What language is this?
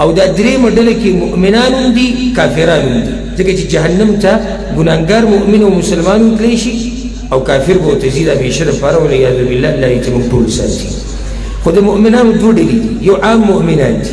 Pashto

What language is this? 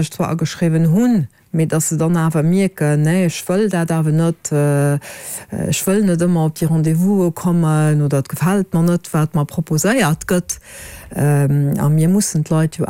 Luxembourgish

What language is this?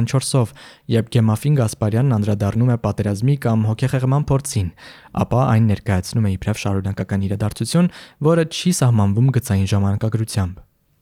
Armenian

